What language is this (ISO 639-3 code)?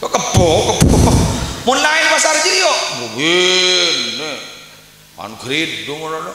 mad